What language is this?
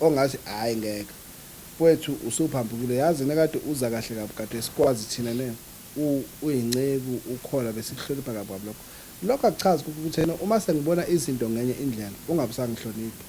Zulu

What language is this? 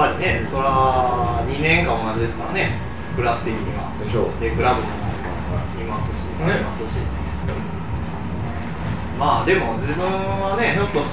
Japanese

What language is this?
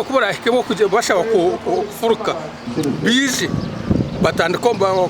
Nyankole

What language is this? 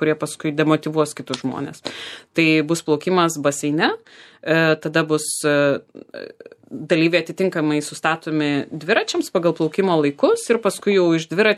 Lithuanian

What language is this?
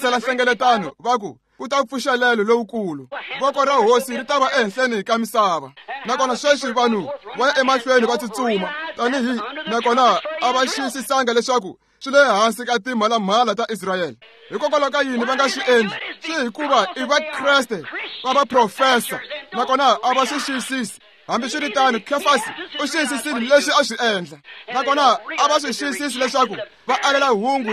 Tsonga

